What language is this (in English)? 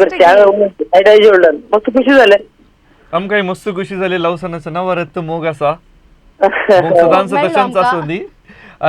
Konkani